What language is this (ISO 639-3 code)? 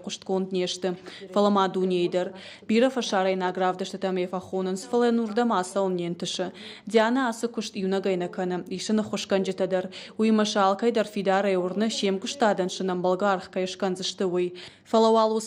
oss